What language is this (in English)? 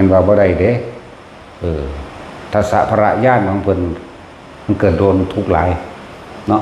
Northeastern Thai